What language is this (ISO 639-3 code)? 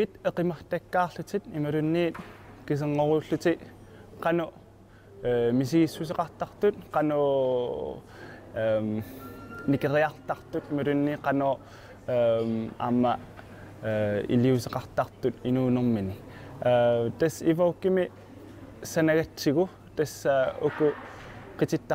kal